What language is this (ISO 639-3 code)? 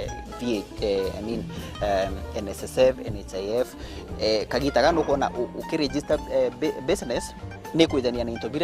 mer